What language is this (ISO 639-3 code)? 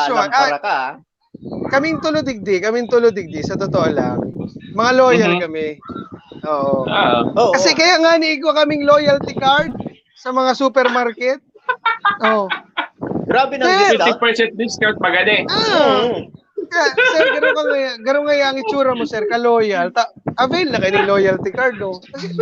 bik